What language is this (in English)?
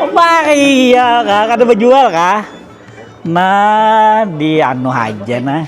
Banjar